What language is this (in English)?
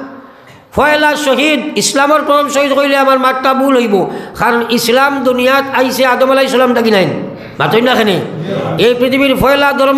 Sylheti